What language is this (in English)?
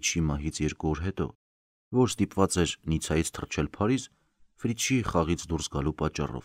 Armenian